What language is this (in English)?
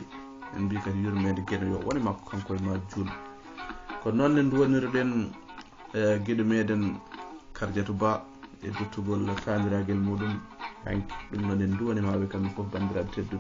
Fula